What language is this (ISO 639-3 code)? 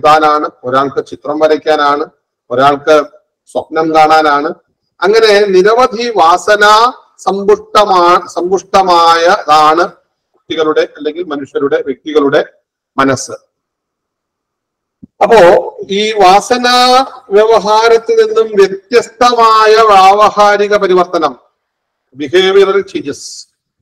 mal